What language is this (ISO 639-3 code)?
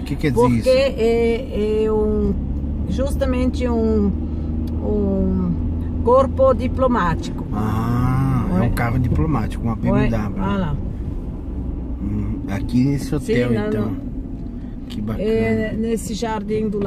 por